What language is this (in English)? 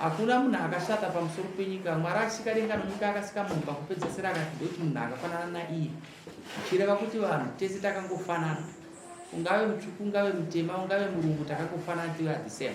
Shona